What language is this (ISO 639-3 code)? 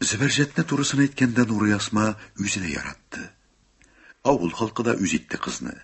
tat